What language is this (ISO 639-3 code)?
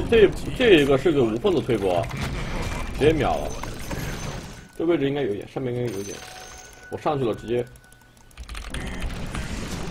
zho